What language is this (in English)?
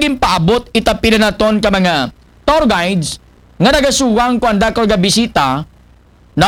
Aklanon